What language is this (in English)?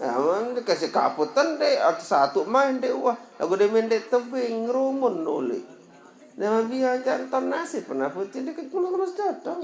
Sasak